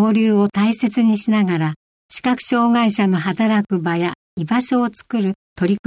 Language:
Japanese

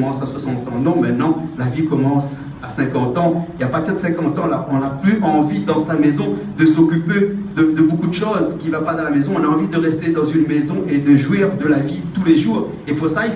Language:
Réunion Creole French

